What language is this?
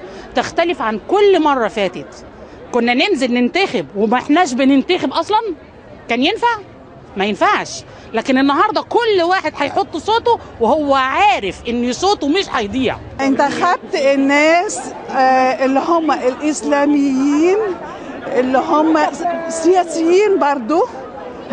Egyptian Arabic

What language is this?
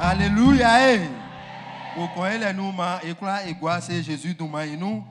Baoulé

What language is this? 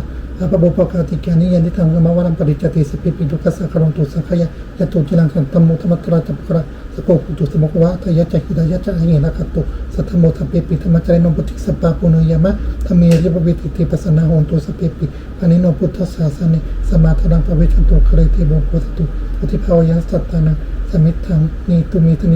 Pali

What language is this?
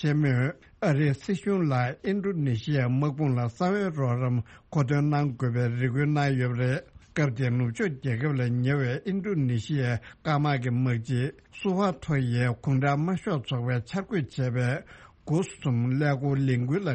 Tibetan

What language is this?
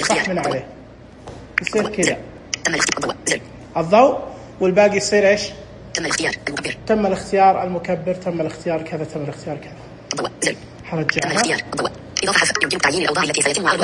Najdi Arabic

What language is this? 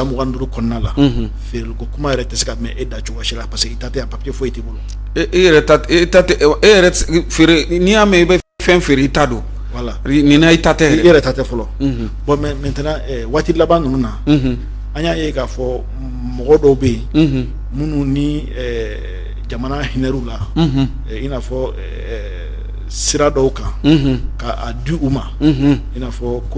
Bambara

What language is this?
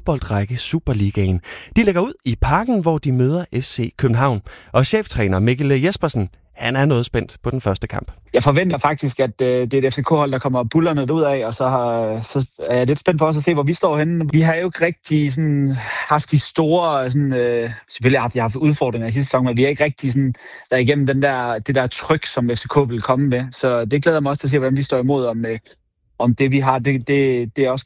Danish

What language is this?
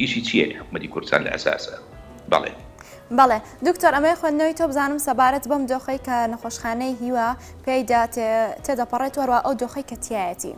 Central Kurdish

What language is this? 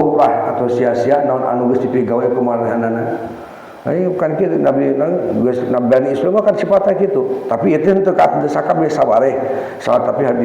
Sundanese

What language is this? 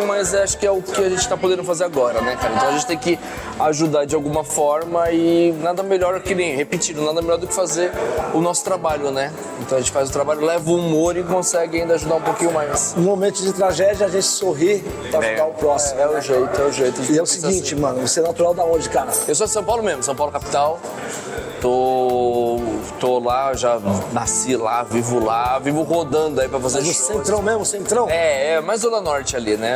Portuguese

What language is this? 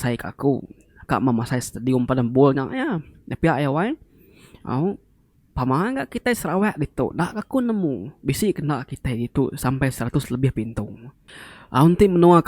Iban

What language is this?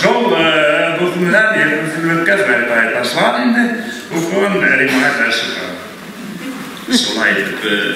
Bashkir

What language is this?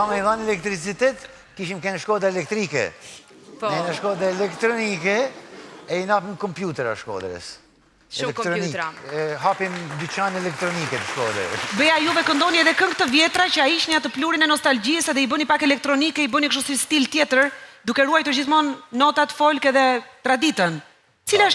Albanian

